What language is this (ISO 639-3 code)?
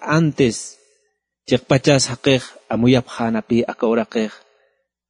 aym